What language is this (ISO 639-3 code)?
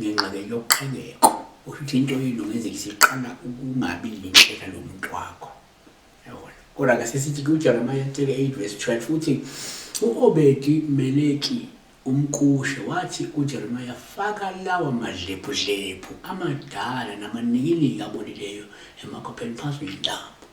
zul